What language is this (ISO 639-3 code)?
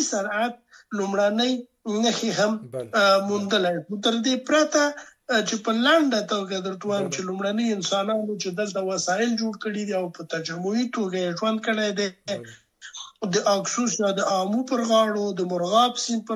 pus